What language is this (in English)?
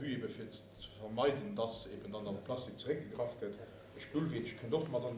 Luxembourgish